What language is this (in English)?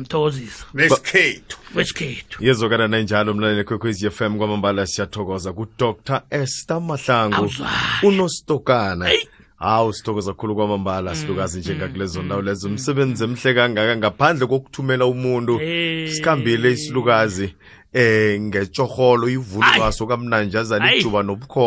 South Ndebele